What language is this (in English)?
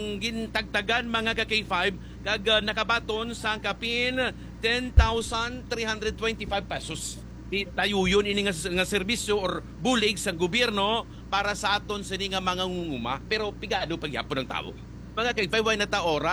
Hiligaynon